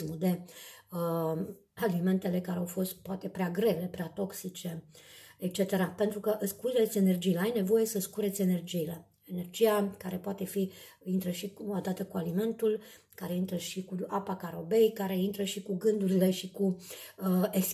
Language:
Romanian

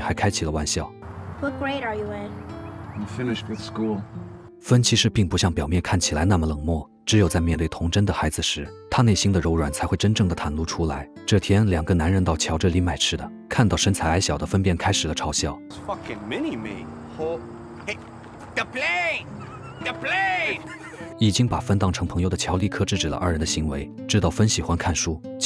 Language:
Chinese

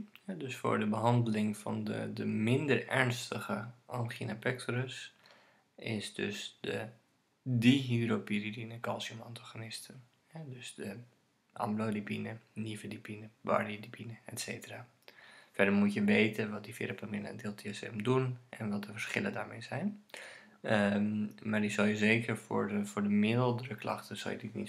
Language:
Dutch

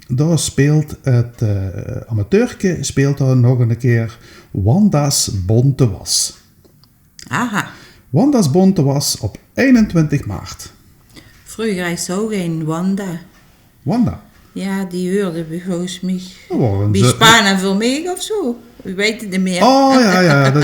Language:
Limburgish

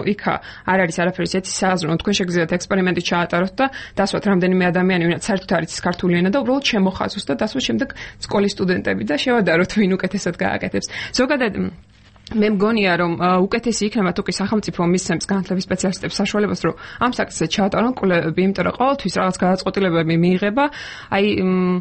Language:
Georgian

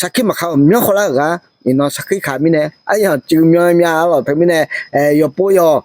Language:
Akha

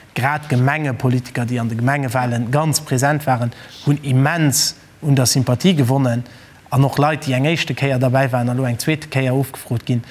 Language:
Luxembourgish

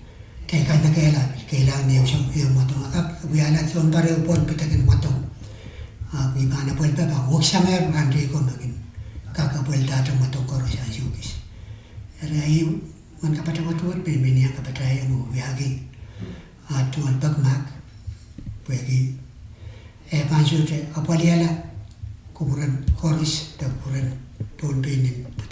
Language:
Pohnpeian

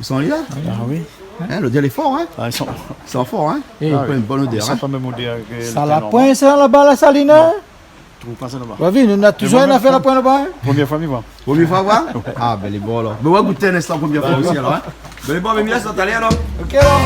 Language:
Réunion Creole French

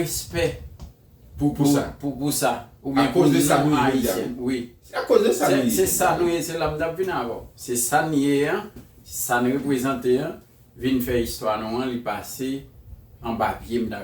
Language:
Haitian Creole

